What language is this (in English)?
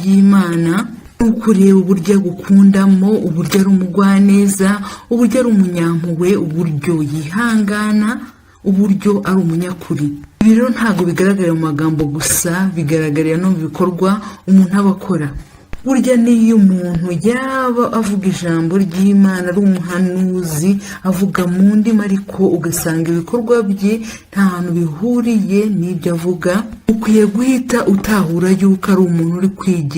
Kinyarwanda